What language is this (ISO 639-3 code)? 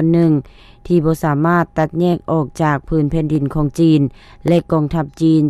lao